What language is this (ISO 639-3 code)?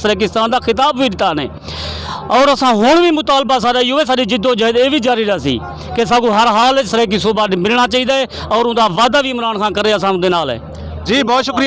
skr